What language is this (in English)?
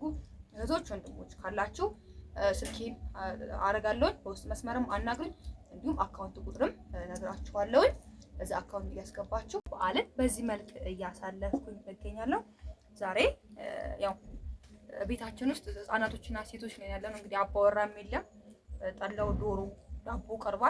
Amharic